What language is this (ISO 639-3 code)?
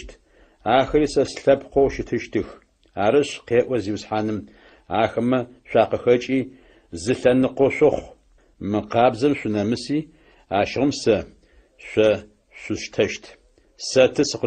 ady